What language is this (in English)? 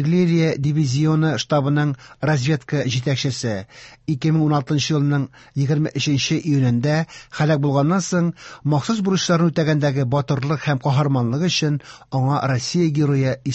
Tatar